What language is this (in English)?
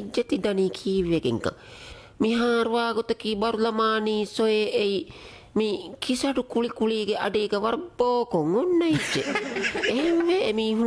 Divehi